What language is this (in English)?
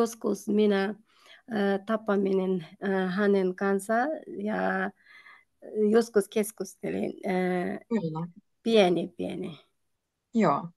Finnish